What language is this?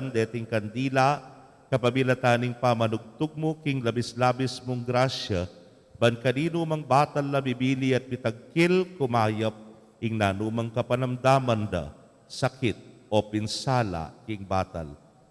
Pampanga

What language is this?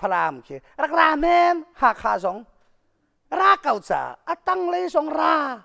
Hakha Chin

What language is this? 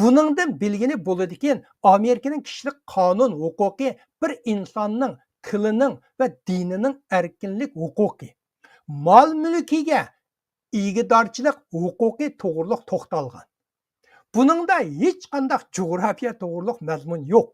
Uyghur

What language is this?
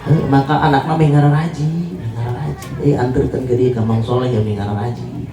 Sundanese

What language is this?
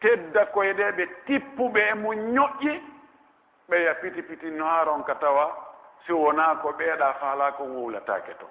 Pular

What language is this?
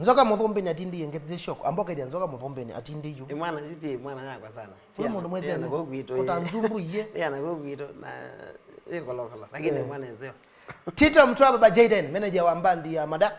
Kamba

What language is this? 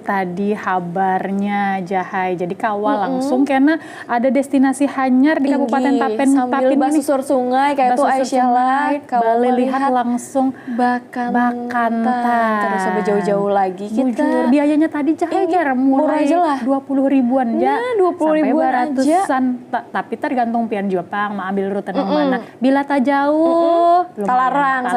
Banjar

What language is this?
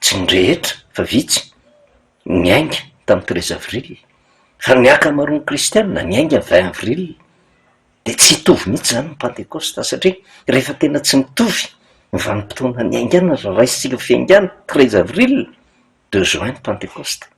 Malagasy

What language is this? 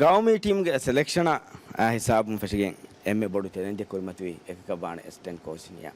Divehi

